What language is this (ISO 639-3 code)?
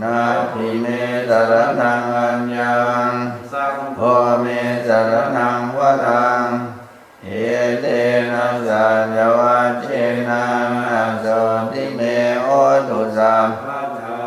pli